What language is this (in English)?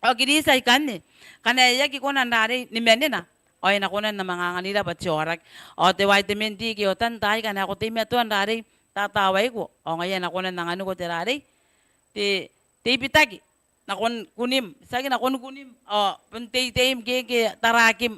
Gilbertese